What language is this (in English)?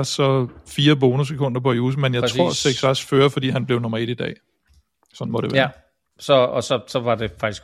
Danish